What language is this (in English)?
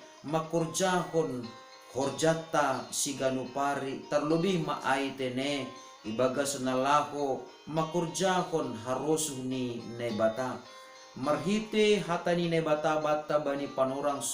Batak Simalungun